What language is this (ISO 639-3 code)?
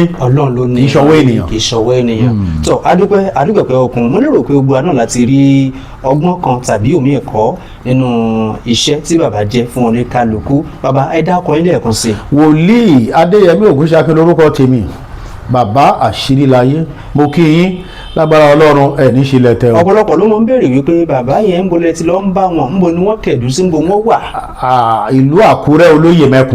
yor